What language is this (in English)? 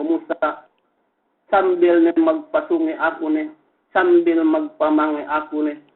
Yakan